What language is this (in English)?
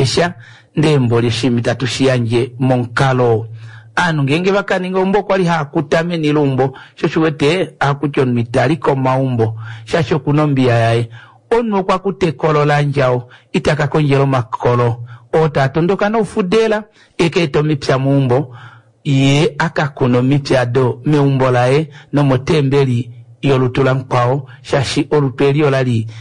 Kuanyama